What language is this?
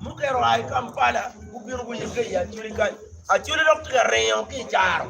Acoli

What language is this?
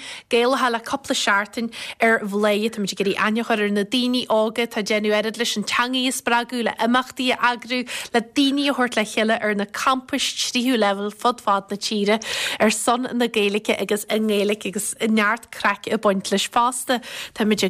Irish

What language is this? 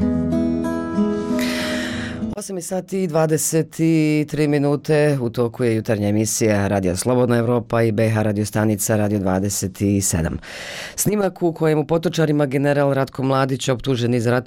Bosnian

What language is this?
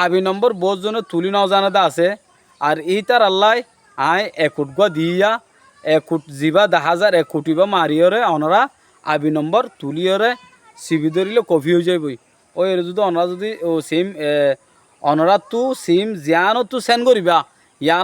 Rohingya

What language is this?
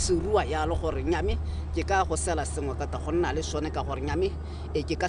Tswana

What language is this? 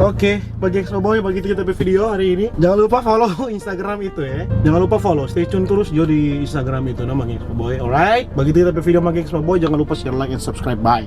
Manado Malay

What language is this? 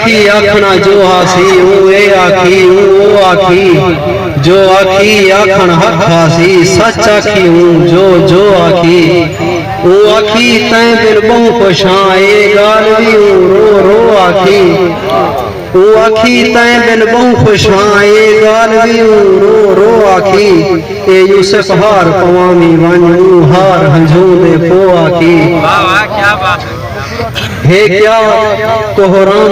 Saraiki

